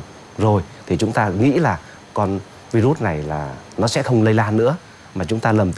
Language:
Vietnamese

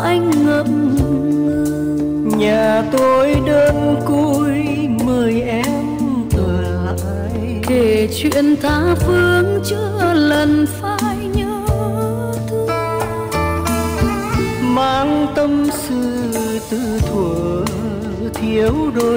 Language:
Vietnamese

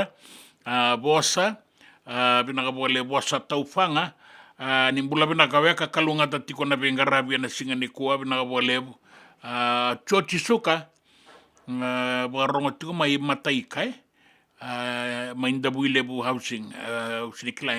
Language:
Fijian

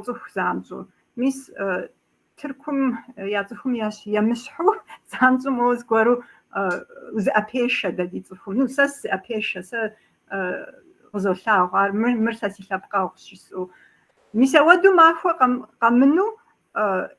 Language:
Kabardian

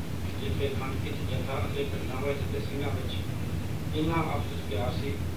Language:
Punjabi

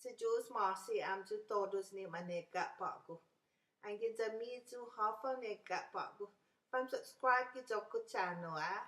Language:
Chamorro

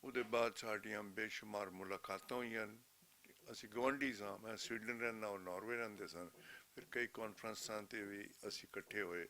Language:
Western Panjabi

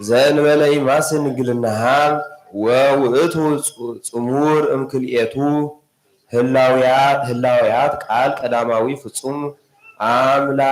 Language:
Geez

